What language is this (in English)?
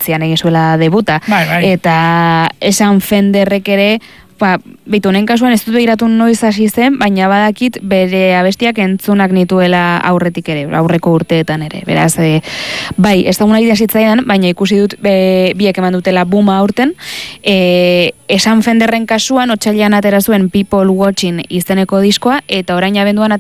Basque